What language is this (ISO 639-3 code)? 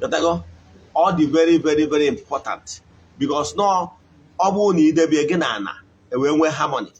ibo